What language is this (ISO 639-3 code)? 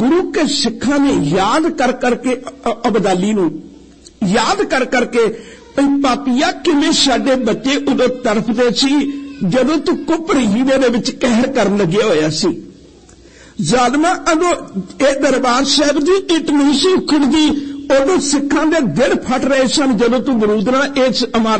pan